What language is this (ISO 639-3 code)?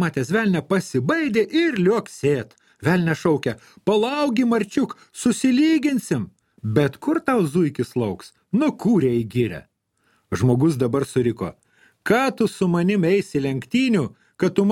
lit